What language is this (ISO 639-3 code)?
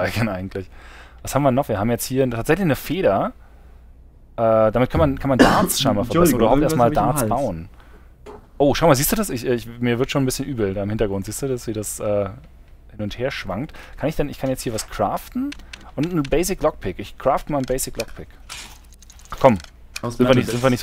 deu